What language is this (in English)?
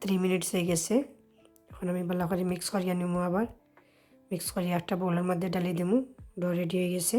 Sylheti